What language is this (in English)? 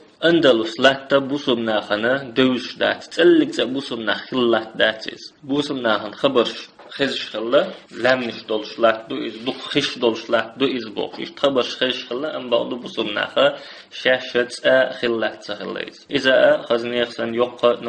Chechen